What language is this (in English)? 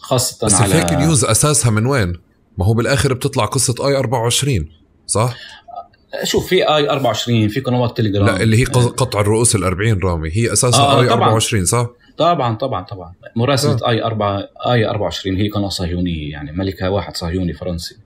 North Levantine Arabic